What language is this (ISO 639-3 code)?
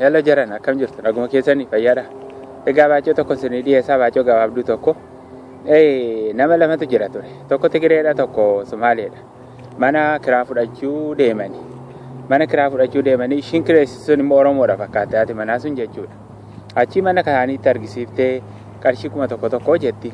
orm